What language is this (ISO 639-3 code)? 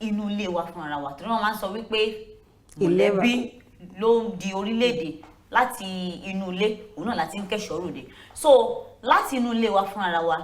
yor